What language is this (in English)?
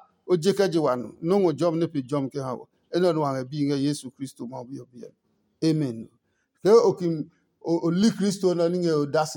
Adangme